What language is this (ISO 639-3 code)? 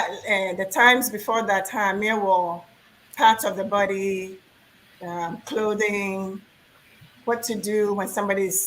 ewe